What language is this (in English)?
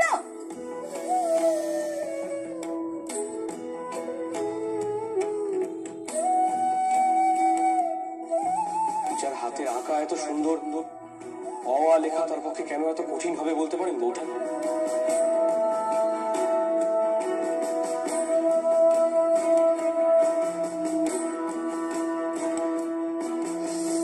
Bangla